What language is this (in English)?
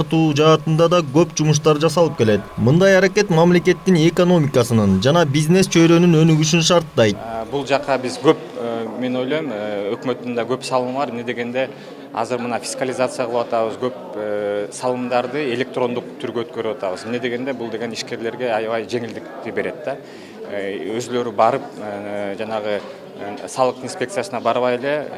Kyrgyz